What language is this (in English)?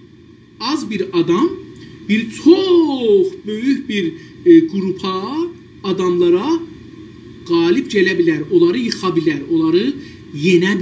South Azerbaijani